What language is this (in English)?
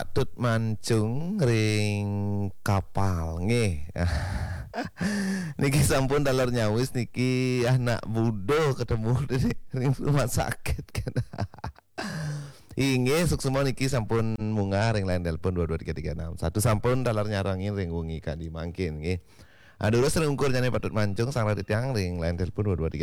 Balinese